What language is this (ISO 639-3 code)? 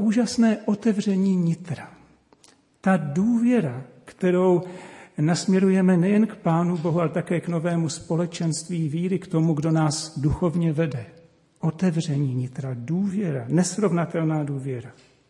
ces